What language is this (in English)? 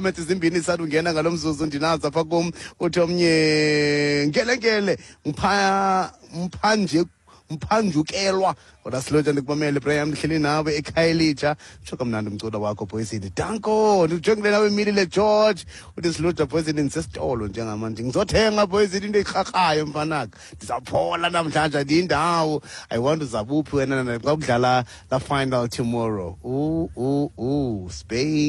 Xhosa